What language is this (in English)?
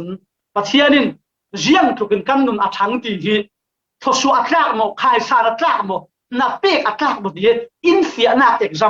Falam Chin